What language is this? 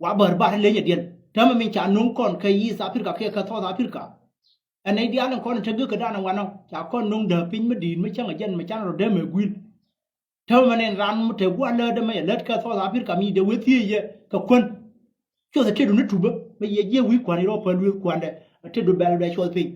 Nuer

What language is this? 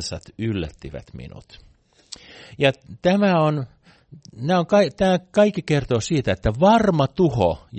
Finnish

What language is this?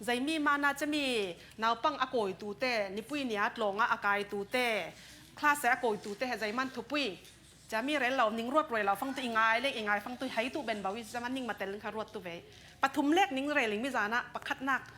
Falam Chin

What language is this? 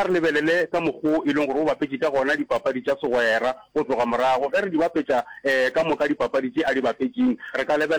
Northern Sotho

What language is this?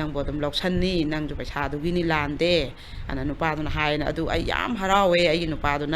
Manipuri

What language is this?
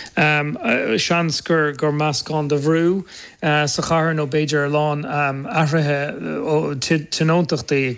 Irish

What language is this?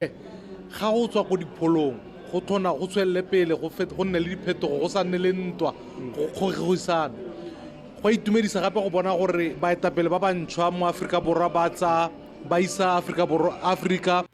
Tswana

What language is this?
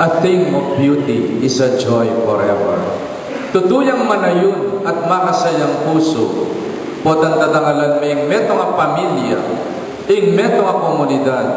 Pampanga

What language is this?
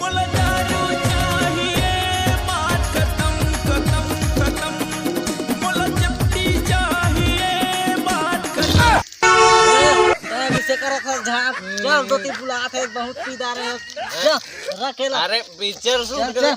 Chhattisgarhi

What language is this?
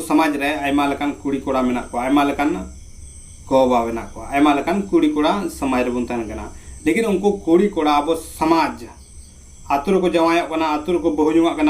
Santali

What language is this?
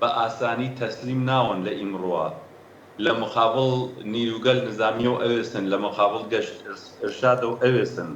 Central Kurdish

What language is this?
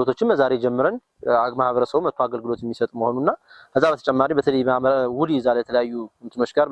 Amharic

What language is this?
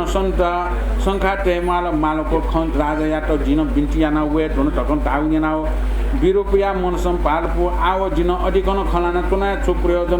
Newari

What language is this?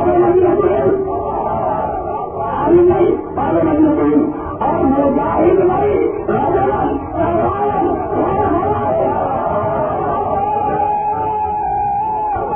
Urdu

